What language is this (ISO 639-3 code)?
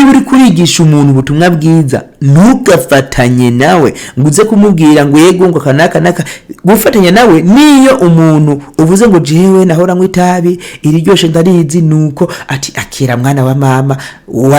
run